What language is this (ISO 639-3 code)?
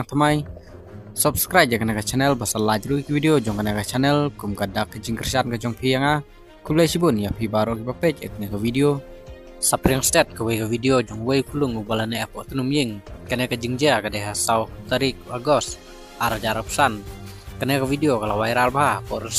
kha